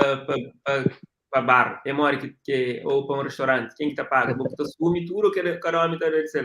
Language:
Kabuverdianu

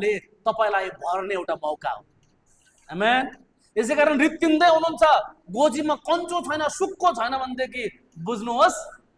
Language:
Nepali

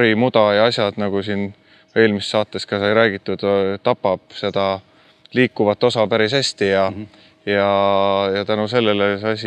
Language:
Estonian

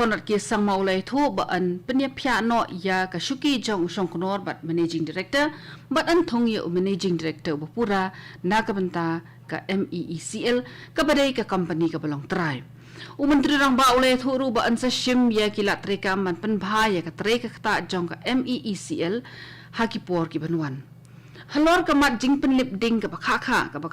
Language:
Khasi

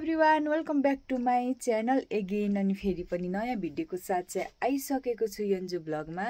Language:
Nepali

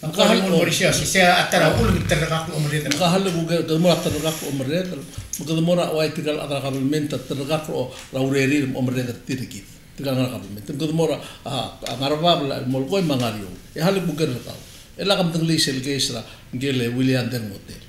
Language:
Palauan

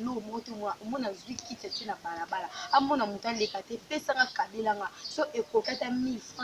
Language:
Lingala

